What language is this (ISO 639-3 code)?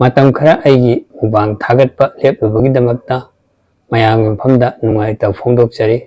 mni